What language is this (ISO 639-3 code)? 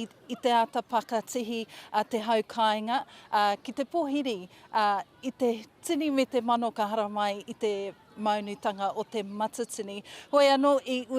mri